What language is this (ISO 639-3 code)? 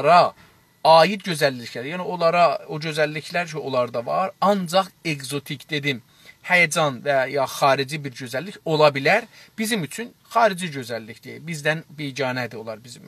azb